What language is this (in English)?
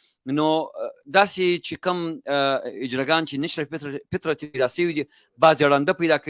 Pashto